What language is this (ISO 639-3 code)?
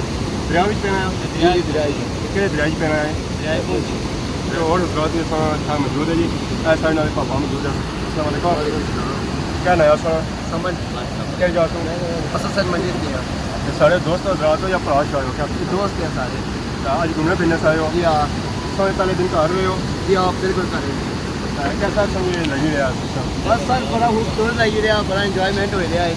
phr